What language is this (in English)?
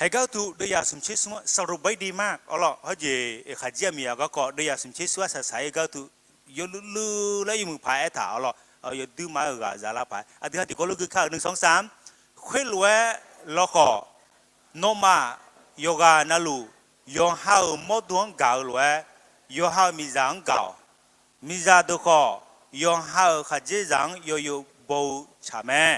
Akha